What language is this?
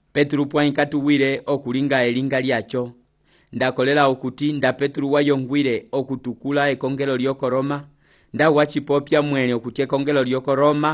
Umbundu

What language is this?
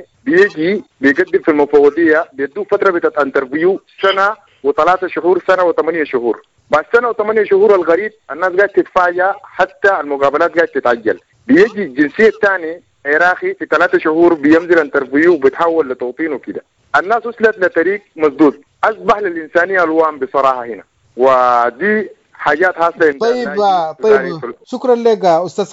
Sudanese Arabic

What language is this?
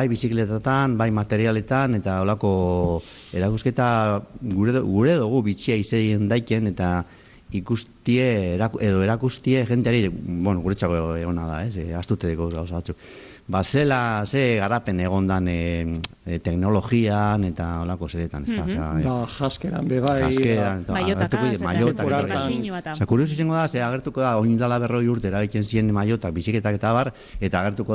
Basque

